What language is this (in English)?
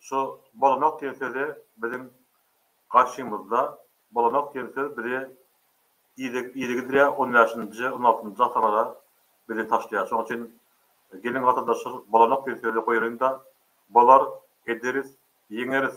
Turkmen